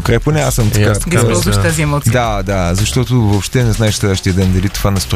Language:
Bulgarian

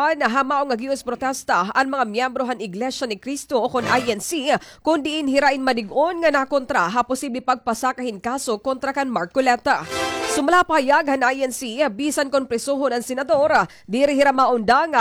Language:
Waray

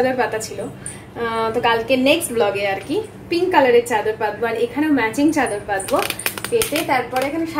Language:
Bangla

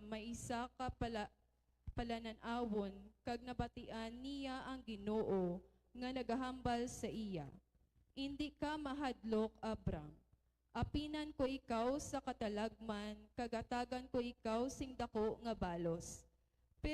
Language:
Hiligaynon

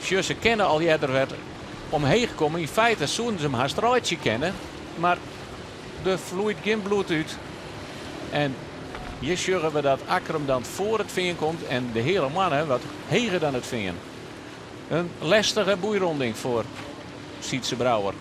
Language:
Western Frisian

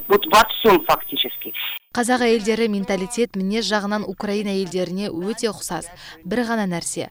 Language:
Kazakh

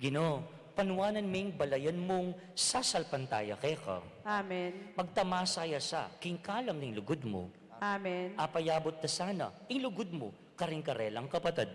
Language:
Pampanga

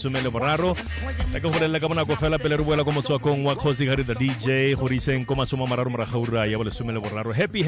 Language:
Tswana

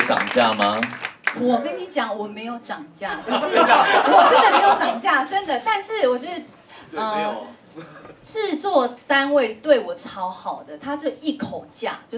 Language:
Chinese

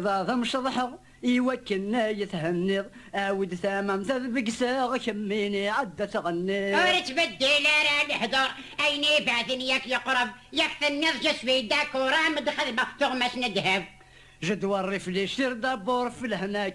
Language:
Kabyle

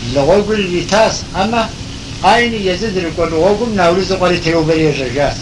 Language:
Kabardian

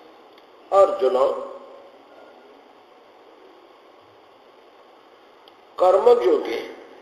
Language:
Odia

